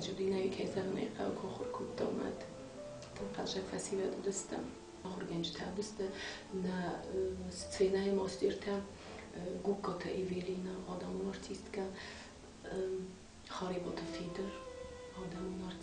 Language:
Ossetic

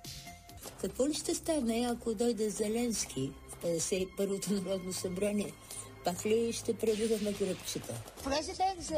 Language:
Bulgarian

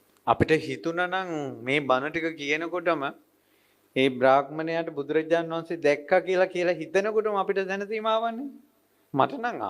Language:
Sinhala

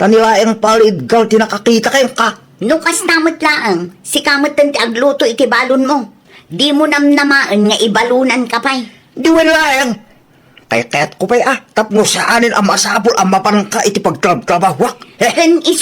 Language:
Iloko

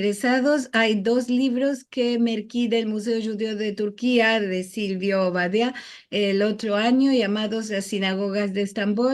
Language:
Ladino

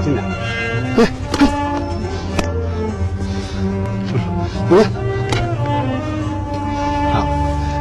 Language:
Chinese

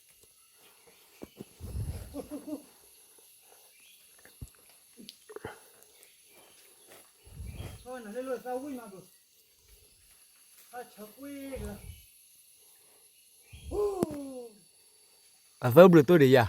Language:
S'gaw Karen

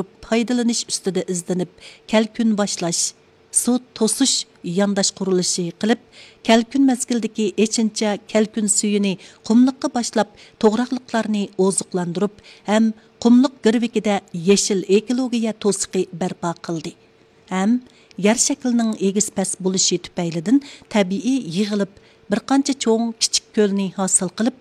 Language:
Uyghur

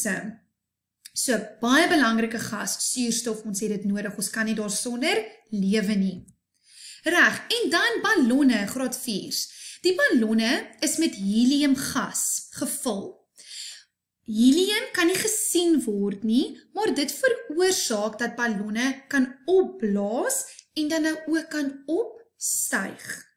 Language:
Afrikaans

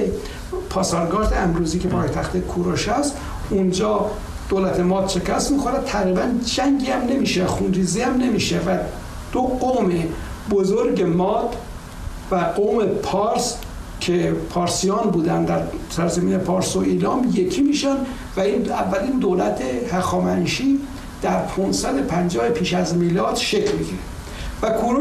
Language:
Persian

